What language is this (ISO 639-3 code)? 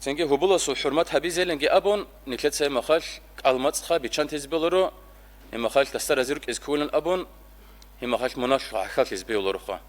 ava